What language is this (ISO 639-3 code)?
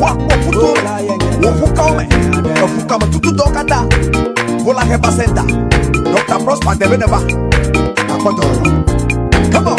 ewe